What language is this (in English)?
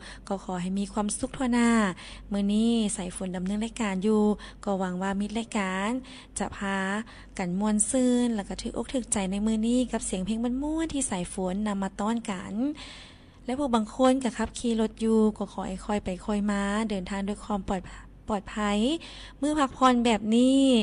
Lao